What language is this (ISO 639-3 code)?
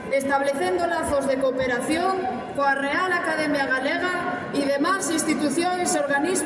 glg